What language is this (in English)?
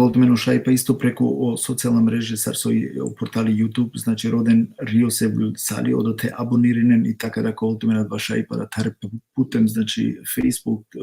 Balkan Romani